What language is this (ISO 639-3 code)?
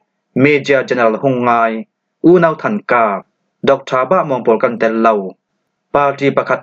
cfm